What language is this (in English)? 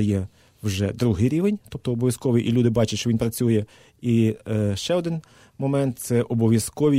Ukrainian